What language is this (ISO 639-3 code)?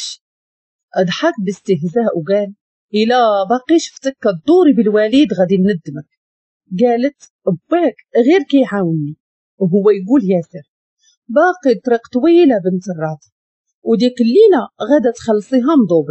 ary